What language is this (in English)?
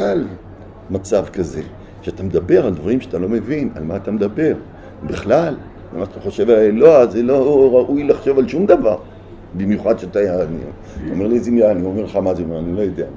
Hebrew